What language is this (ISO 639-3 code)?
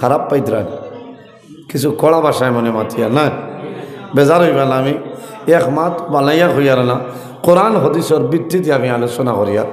syl